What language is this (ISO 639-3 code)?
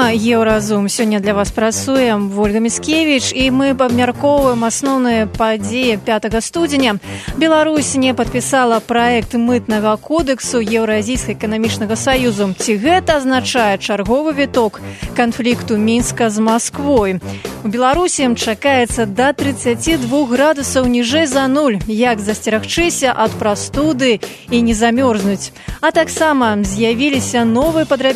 bel